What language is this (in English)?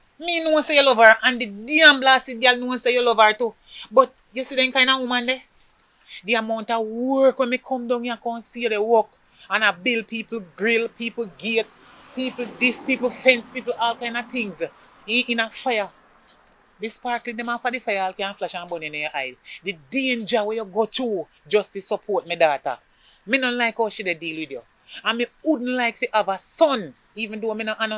Jamaican Creole English